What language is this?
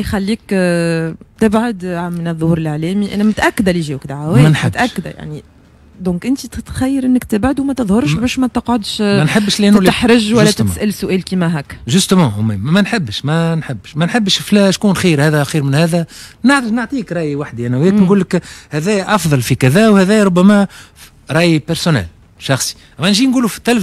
Tunisian Arabic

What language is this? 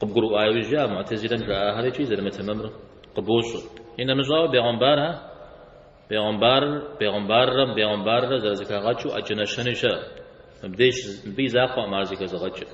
Kabardian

